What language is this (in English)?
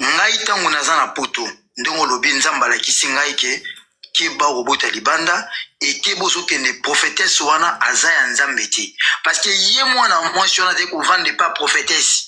Lingala